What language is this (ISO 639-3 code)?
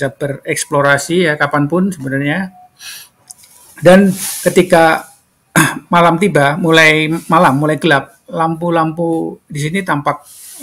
ind